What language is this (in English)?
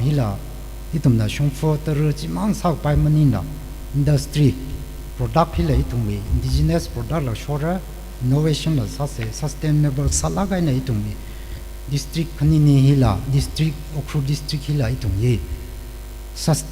Tangkhul Naga (India)